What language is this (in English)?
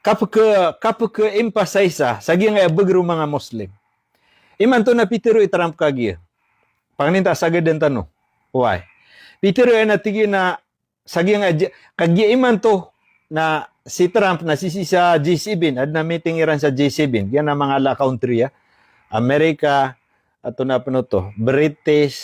Maranao